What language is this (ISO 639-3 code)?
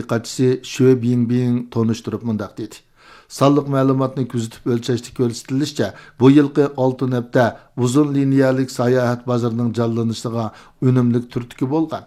uig